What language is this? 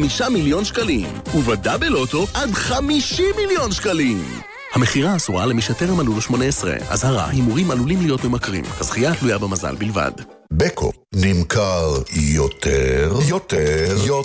Hebrew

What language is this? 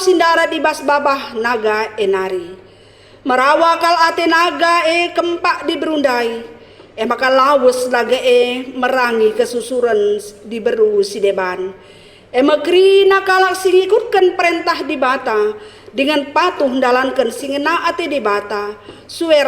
Batak Karo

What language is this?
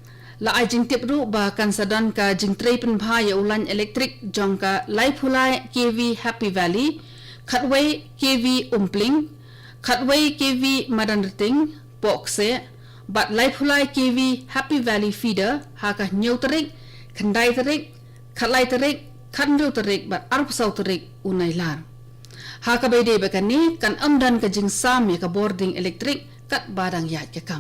Khasi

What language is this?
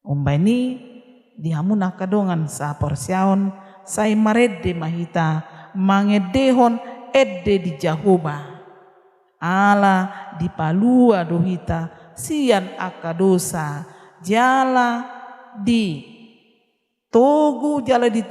Batak Toba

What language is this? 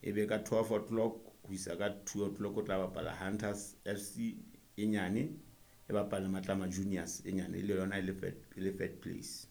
Southern Sotho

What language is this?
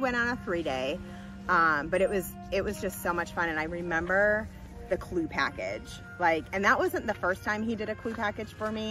English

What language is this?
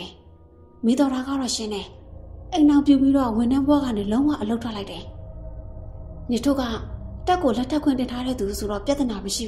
Burmese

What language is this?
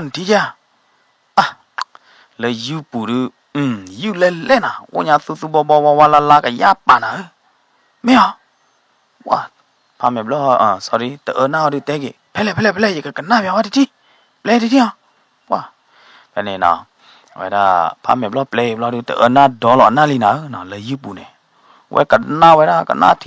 S'gaw Karen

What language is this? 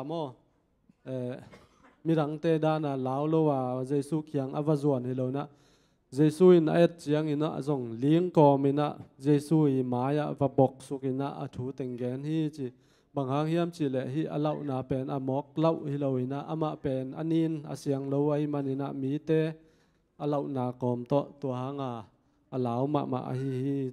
Tedim Chin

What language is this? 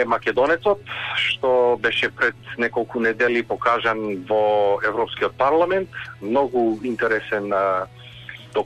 Macedonian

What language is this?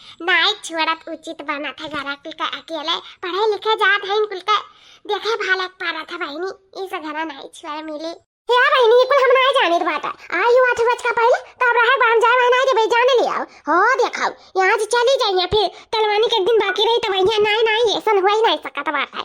Awadhi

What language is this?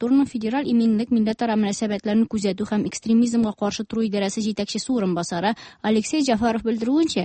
Tatar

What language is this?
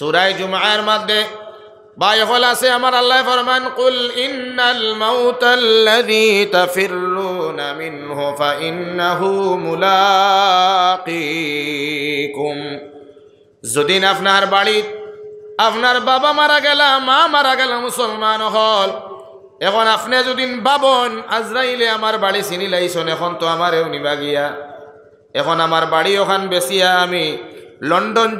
Sylheti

